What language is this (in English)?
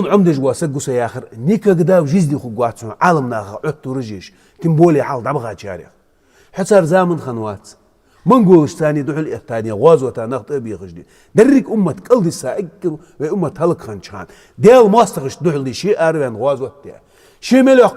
Ingush